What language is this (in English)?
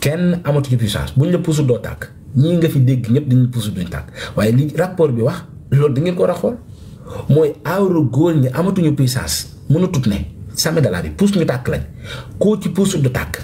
Wolof